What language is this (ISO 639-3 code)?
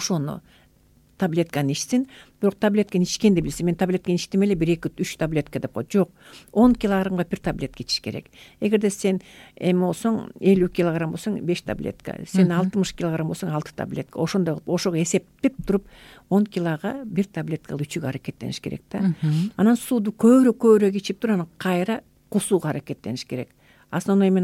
kir